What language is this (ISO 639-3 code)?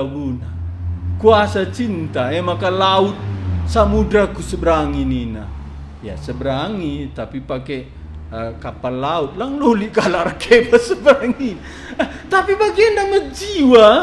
btx